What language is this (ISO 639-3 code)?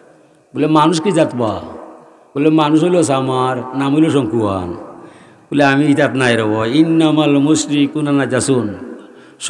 syl